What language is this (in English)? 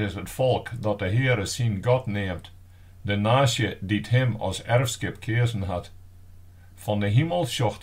Western Frisian